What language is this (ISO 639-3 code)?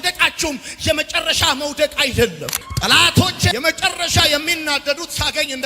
amh